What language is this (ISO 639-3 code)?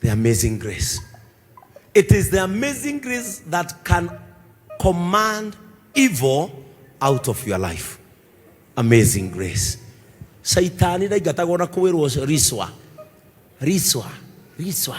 kik